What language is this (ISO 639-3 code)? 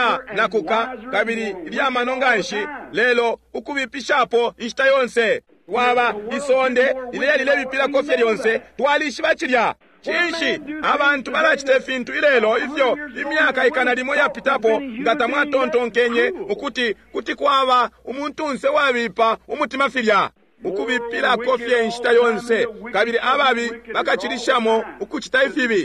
bem